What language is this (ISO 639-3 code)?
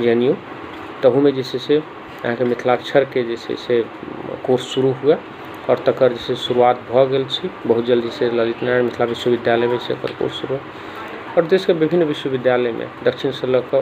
mai